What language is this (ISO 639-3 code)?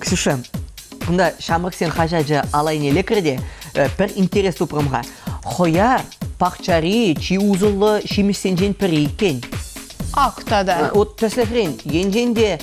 chv